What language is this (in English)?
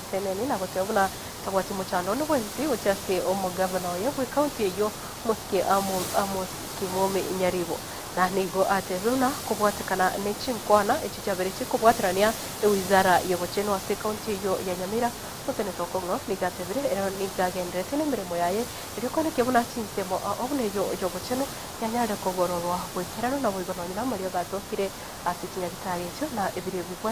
Gusii